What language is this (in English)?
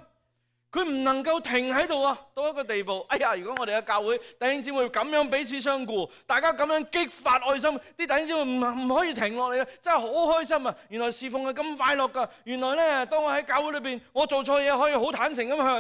Cantonese